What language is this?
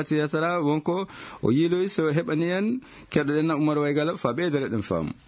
Maasina Fulfulde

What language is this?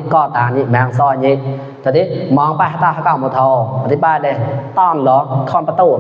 Mon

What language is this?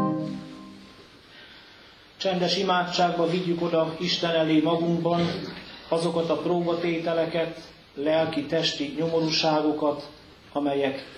Hungarian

